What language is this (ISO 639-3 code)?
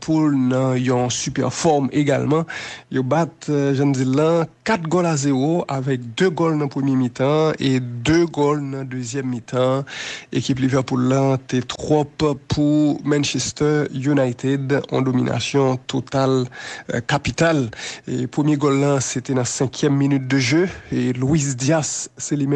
hat